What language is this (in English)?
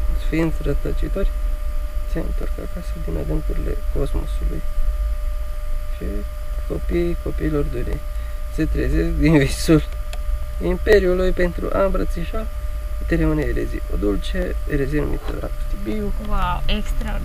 Romanian